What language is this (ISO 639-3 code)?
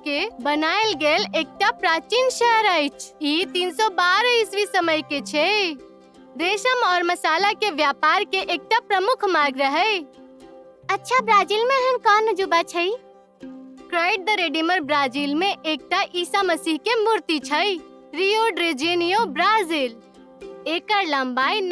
mai